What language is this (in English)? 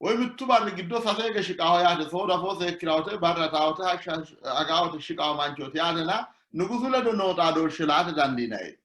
Sidamo